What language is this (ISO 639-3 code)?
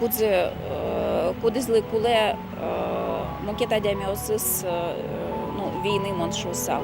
udm